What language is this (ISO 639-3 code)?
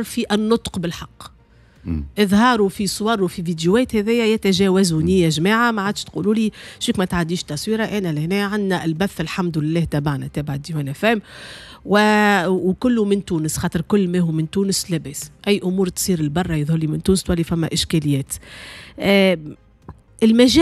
aeb